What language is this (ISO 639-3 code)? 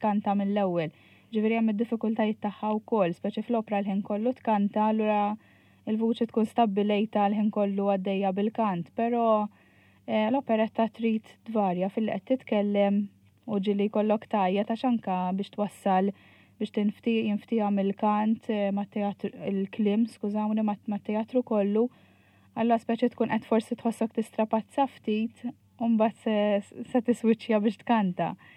mlt